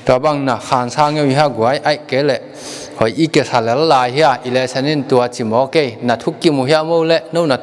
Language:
Tedim Chin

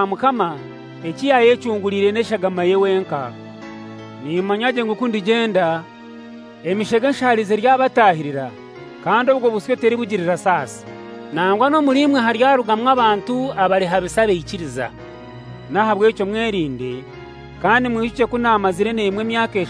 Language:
Kinyarwanda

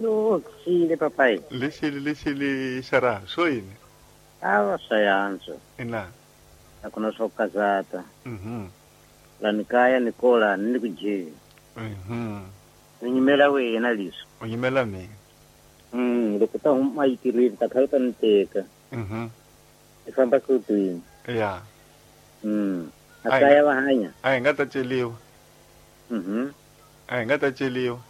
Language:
Tsonga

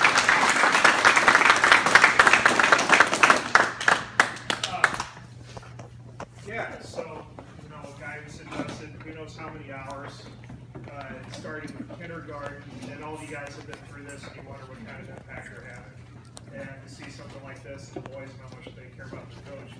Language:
English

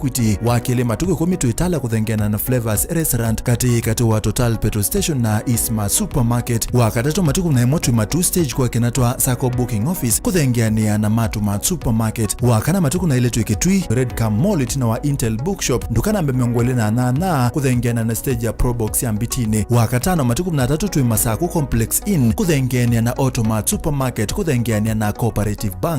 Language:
Kamba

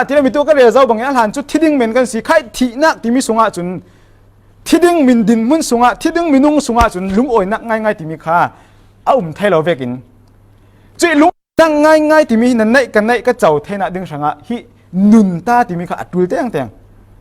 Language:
Falam Chin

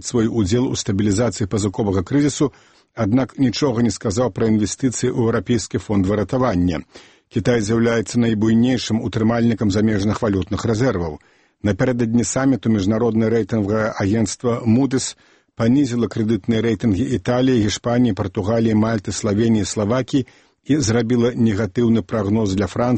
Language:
Belarusian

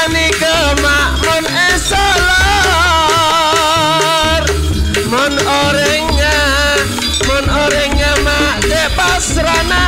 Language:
Madurese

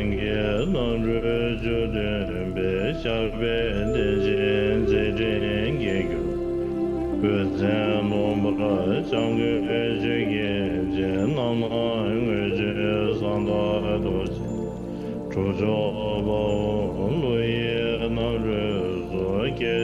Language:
Tibetan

